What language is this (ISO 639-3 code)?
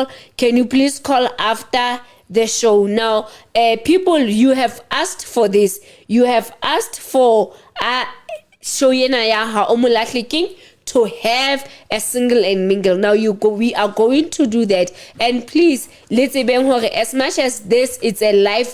sot